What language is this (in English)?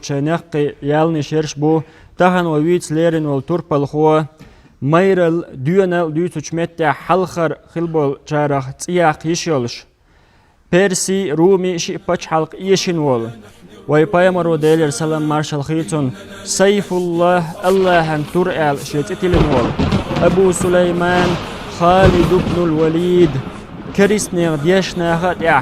Chechen